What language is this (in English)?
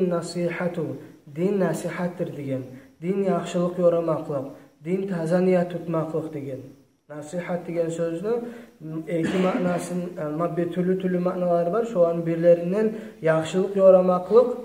Kumyk